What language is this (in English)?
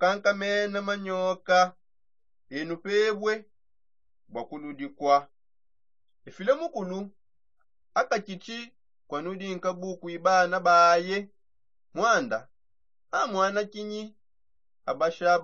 Songe